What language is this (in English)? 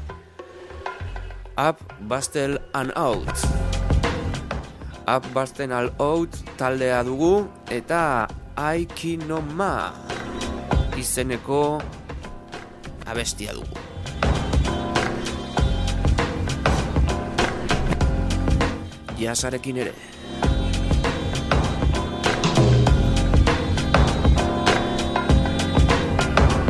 Basque